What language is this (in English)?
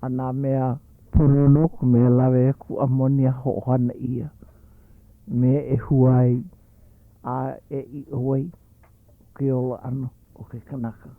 Hawaiian